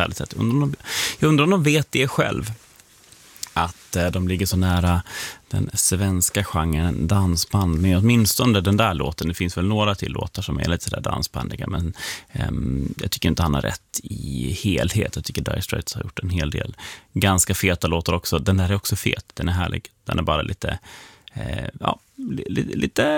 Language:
Swedish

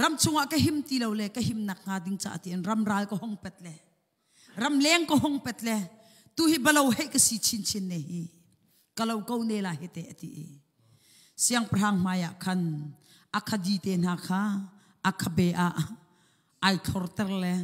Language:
Hakha Chin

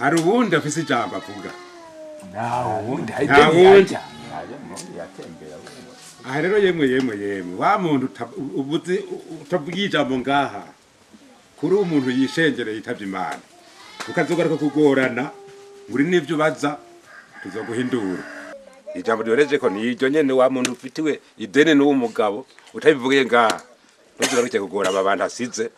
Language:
Rundi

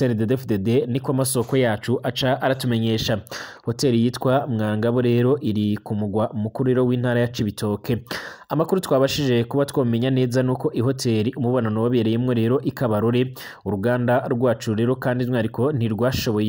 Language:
Rundi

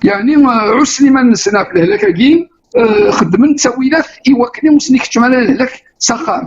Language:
Kabyle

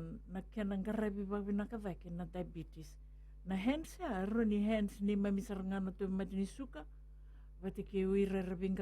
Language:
Fijian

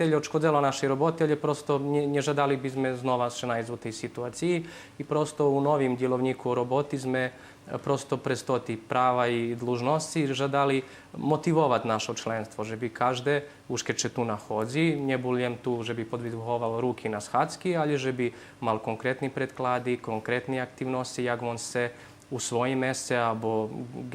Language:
Rusyn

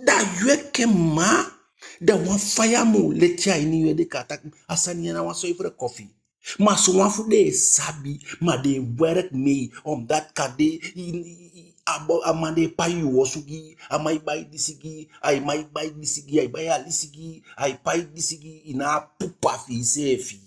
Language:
Eastern Maroon Creole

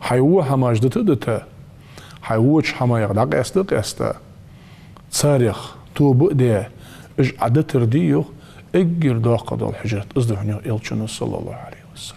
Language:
Ingush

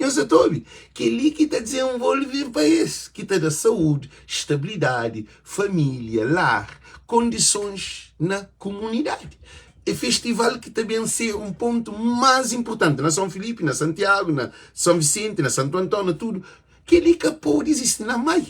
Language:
Kabuverdianu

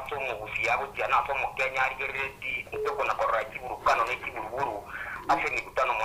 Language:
Gusii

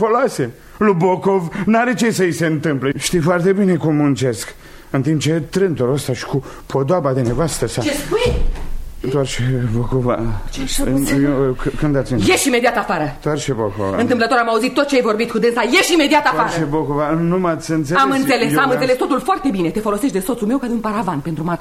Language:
Romanian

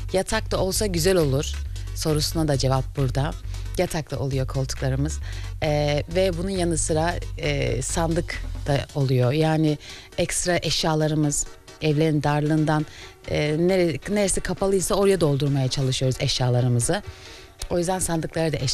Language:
Turkish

